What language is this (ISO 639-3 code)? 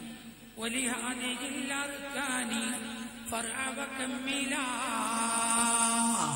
mal